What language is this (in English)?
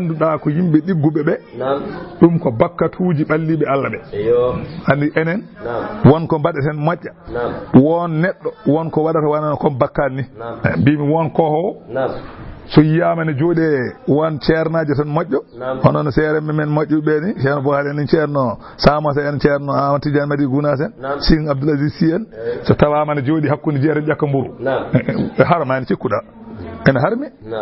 Fula